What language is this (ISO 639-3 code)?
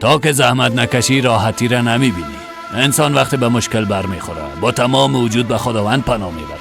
fas